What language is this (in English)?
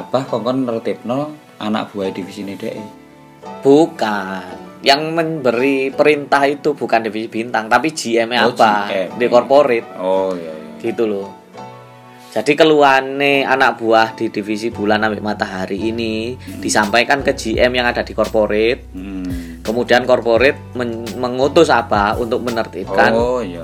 Indonesian